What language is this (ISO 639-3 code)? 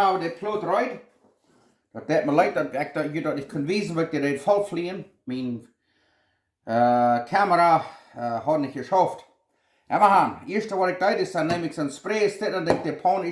pdt